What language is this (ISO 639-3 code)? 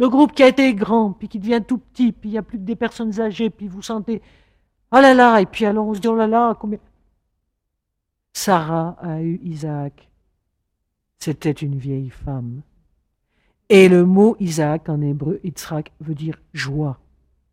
fra